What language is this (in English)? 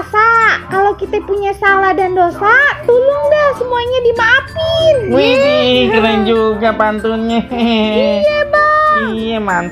Betawi